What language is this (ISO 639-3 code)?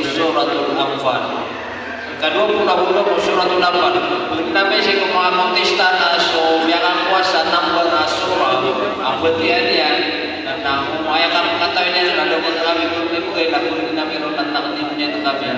msa